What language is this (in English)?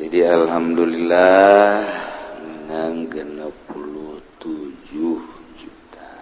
Sundanese